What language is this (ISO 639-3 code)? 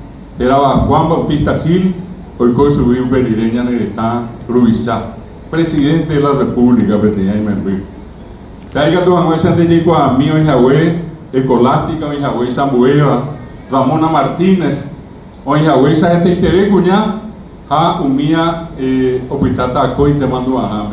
grn